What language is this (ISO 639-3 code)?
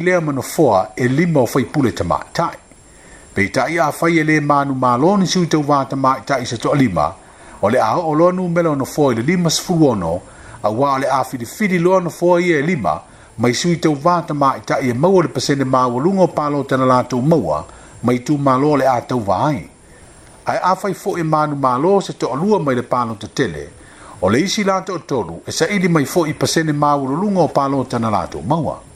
smo